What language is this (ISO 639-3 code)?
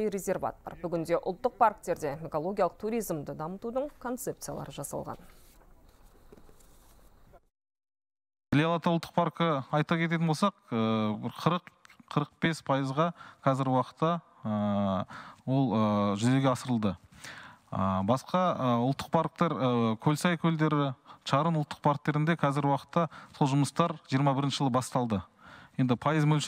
kaz